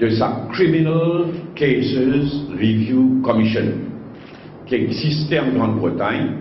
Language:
Morisyen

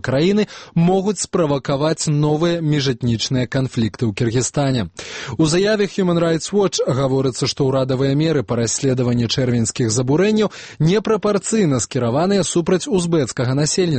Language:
Belarusian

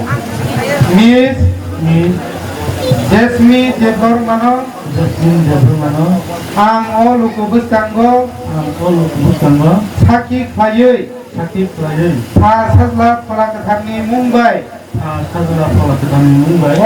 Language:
Kok Borok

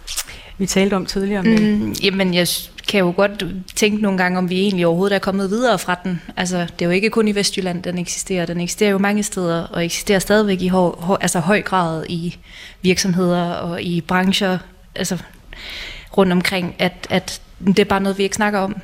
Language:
Danish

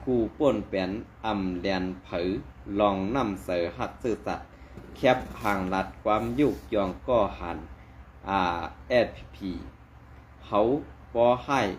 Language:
Shan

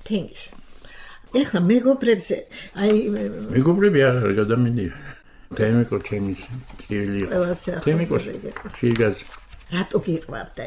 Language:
Georgian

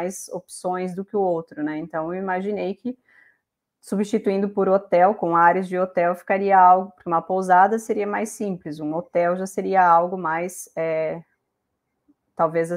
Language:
Portuguese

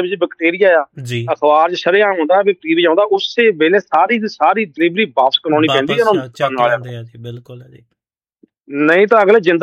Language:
Punjabi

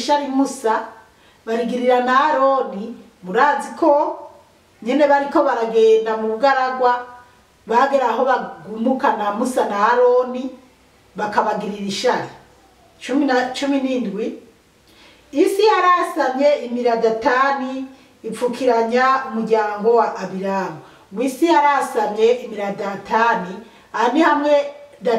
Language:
Rundi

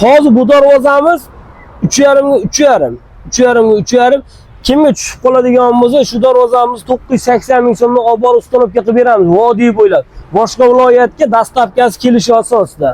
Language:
Uzbek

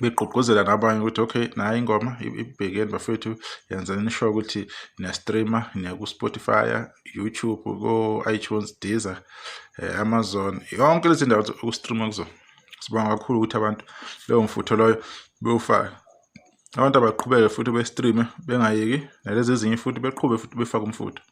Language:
Zulu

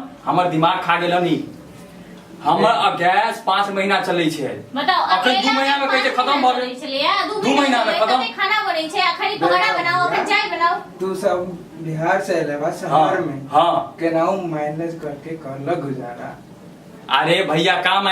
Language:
Maithili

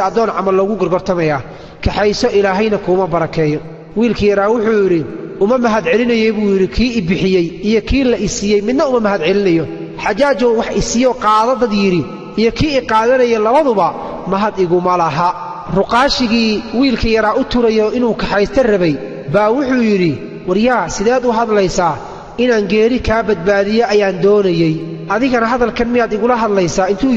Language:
Somali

